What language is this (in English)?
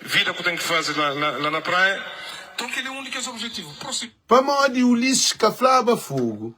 Kabuverdianu